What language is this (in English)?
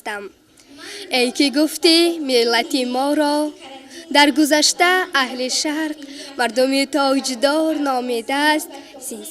Tajik